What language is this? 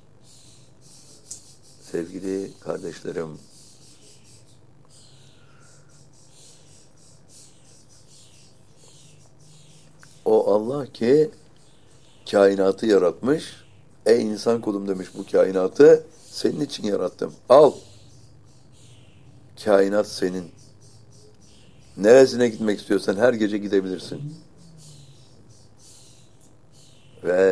Turkish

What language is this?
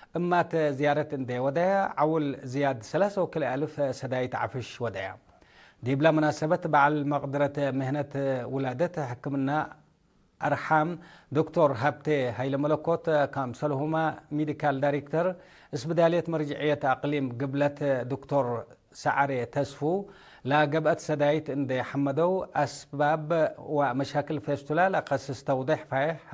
Tigre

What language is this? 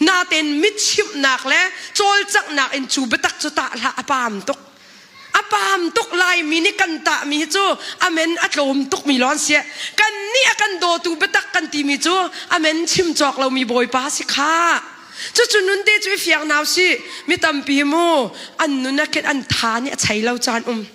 Hakha Chin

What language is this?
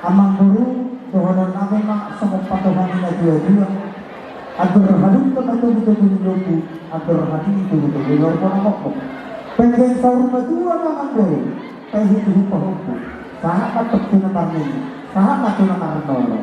Batak Toba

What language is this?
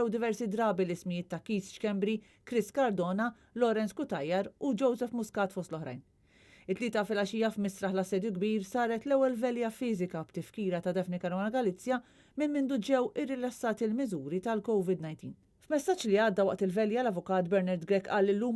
Maltese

